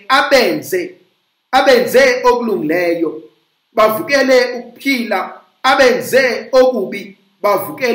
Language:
Zulu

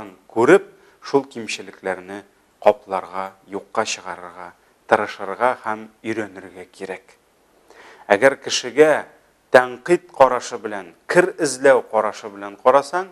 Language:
Tatar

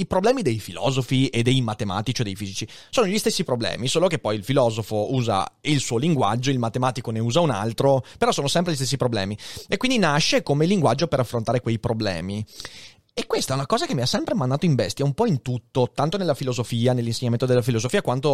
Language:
Italian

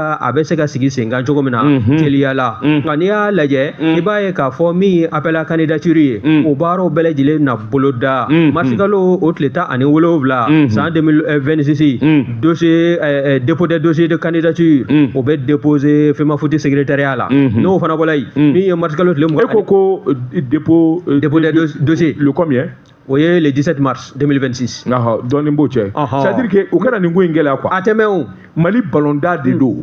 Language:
Bambara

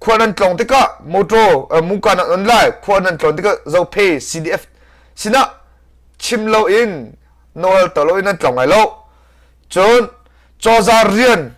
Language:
Hakha Chin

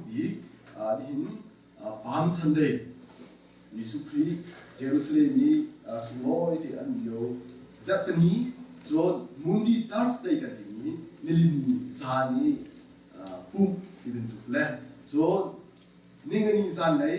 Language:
Hakha Chin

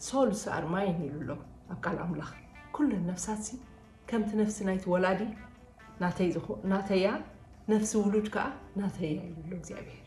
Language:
Tigrinya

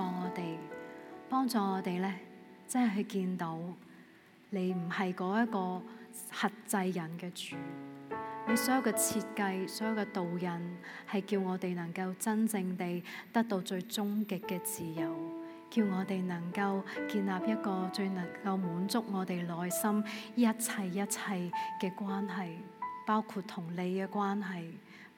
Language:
Cantonese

